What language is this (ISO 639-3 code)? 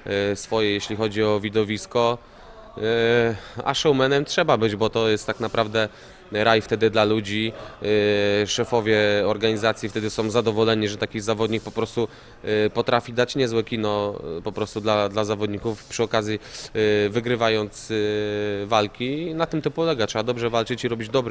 pol